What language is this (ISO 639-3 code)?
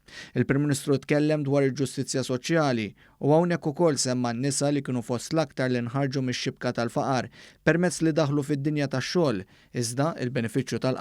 mlt